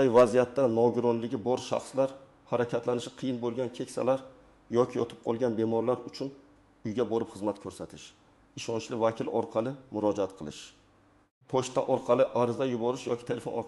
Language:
Uzbek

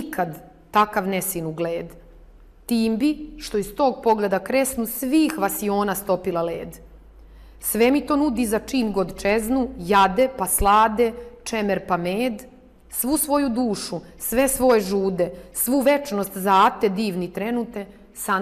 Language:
Serbian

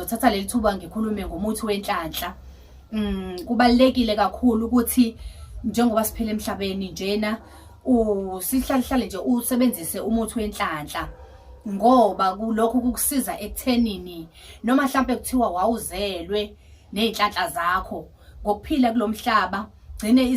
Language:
Zulu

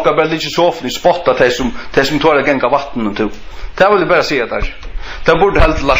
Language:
Faroese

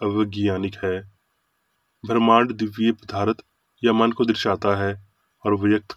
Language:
Hindi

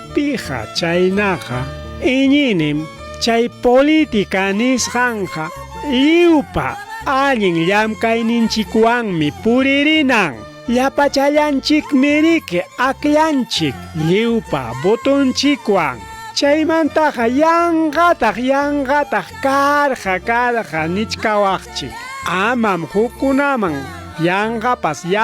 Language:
Ayacucho Quechua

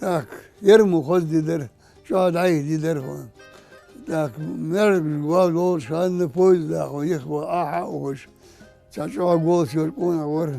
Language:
Ingush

